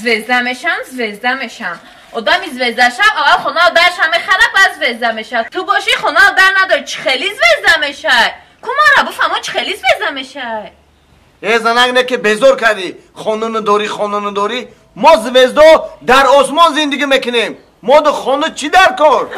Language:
Tajik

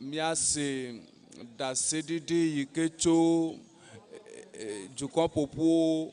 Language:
Ewe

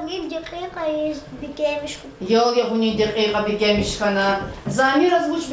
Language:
Lezghian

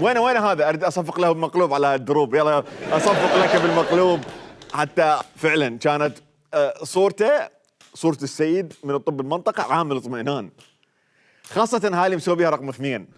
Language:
Mesopotamian Arabic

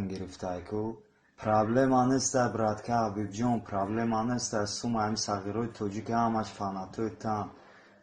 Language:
Tajik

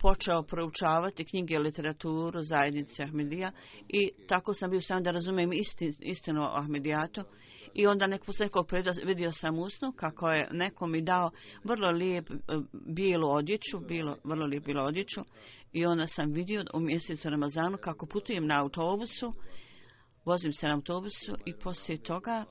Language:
Bosnian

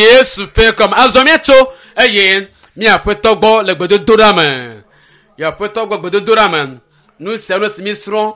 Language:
Ewe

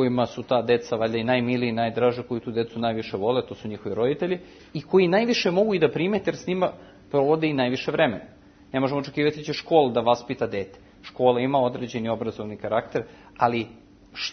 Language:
Serbian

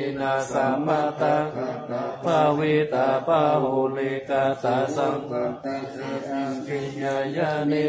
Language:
Pali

